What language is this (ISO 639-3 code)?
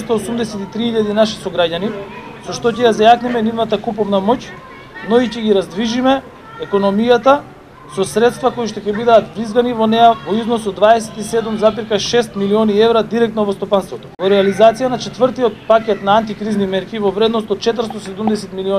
mkd